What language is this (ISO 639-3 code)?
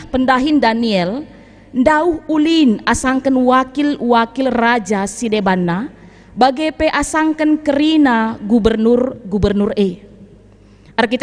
btx